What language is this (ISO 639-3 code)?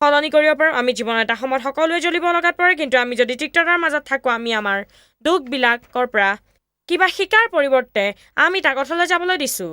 asm